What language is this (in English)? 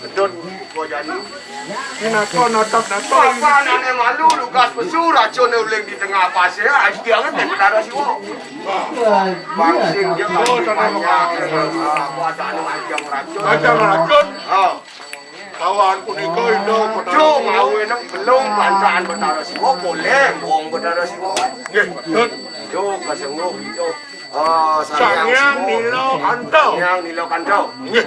Balinese